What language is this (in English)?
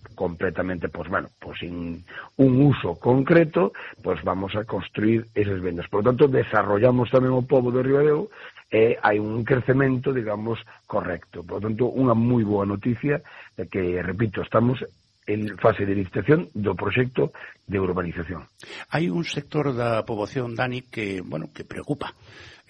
Galician